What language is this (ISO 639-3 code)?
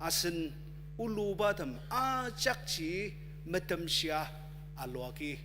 njo